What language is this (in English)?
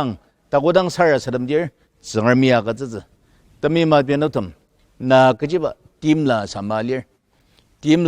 Ao Naga